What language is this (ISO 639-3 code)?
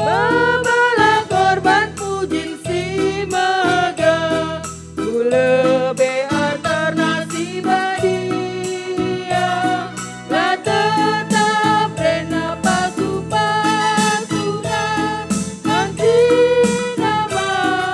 btx